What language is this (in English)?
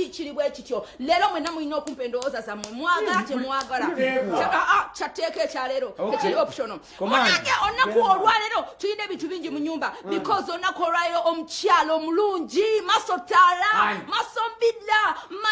Ganda